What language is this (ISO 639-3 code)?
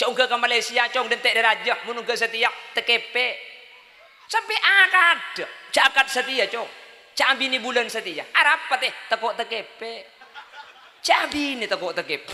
mad